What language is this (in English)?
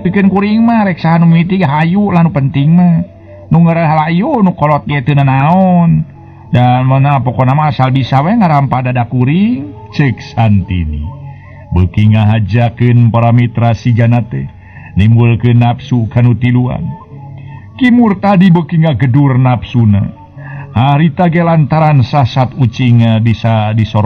Sundanese